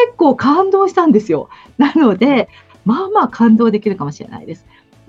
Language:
Japanese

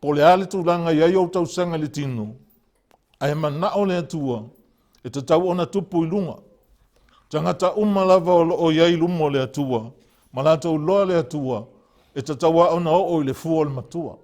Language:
Samoan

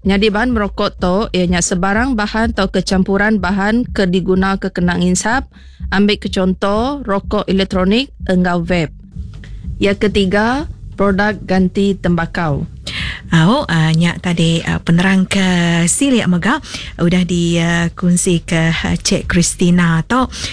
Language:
Iban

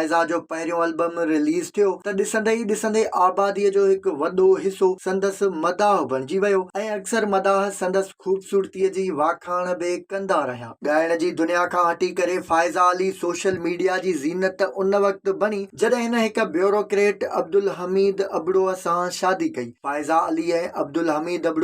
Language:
Sindhi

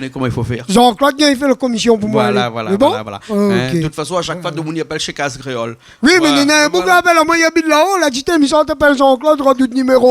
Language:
Réunion Creole French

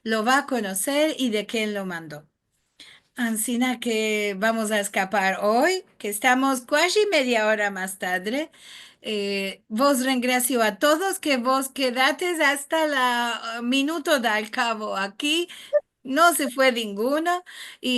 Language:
Ladino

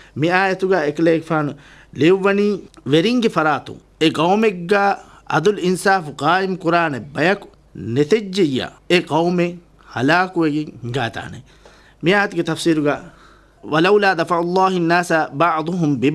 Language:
Divehi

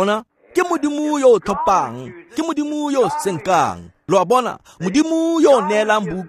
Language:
Tswana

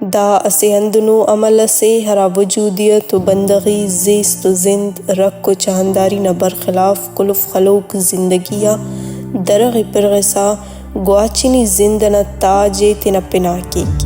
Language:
Brahui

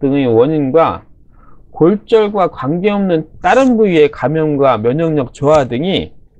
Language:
Korean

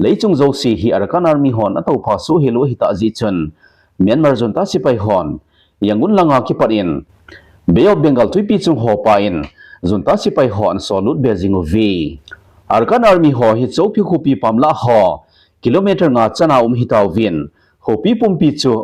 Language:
Thado Chin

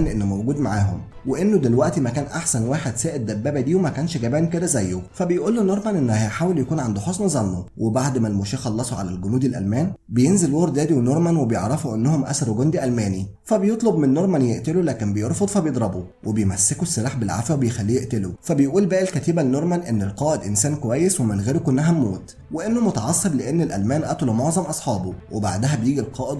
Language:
Egyptian Arabic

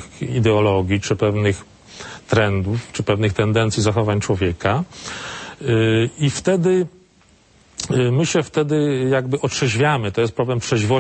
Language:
Polish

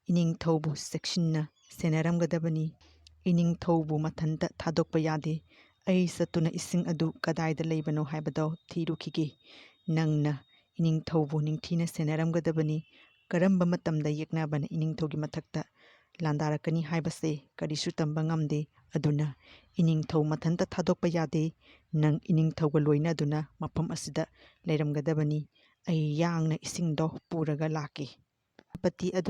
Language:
Manipuri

